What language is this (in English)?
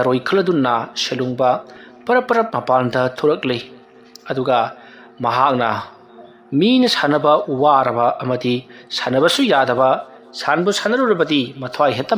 Manipuri